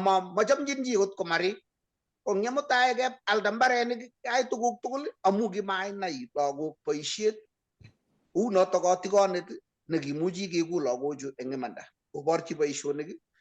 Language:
Kalenjin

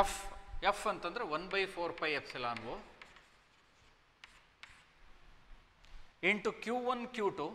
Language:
Kannada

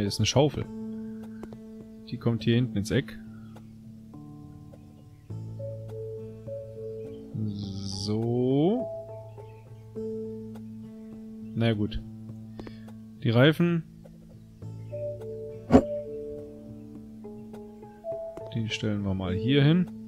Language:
German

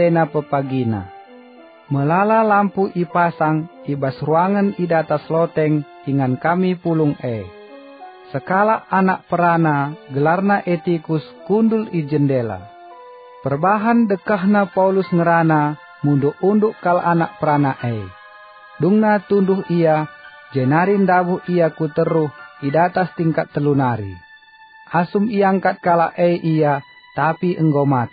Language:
Batak Karo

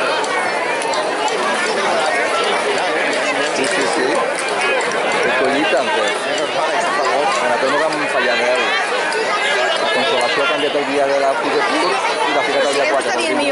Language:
Catalan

